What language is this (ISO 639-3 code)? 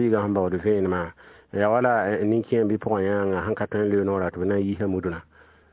mos